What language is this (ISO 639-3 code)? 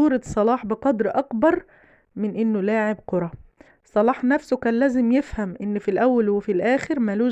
arz